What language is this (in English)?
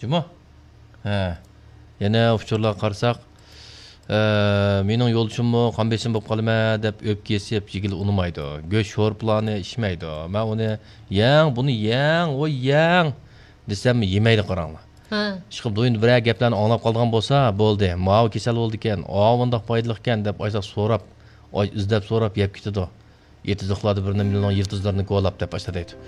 Uyghur